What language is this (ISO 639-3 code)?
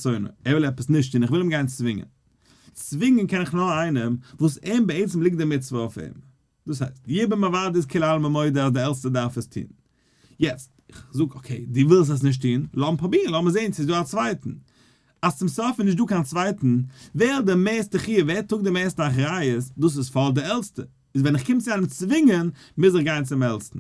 yid